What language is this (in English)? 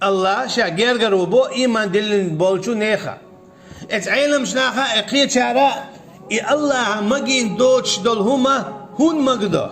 Chechen